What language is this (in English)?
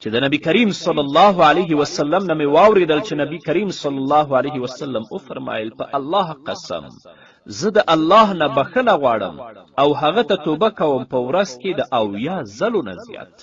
Pashto